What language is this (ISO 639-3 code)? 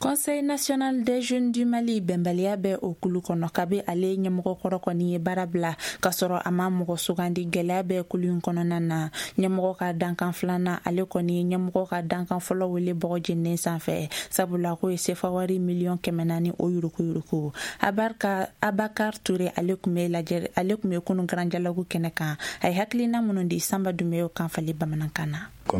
bam